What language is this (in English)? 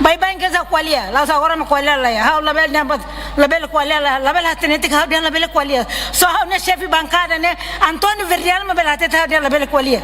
Tetum